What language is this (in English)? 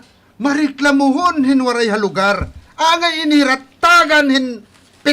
Waray